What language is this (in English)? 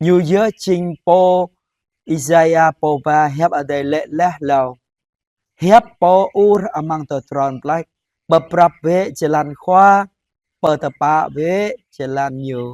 Jarai